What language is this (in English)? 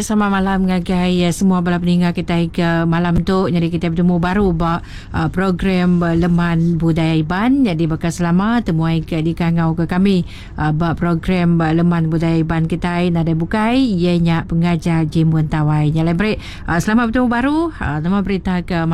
Iban